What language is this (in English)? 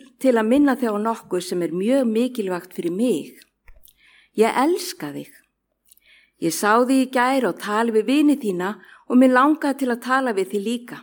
Icelandic